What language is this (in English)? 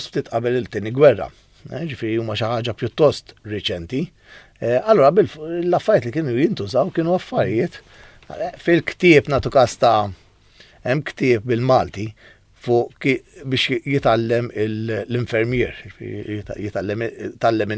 Maltese